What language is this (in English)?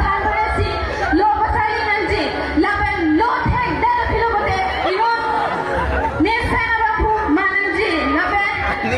Karbi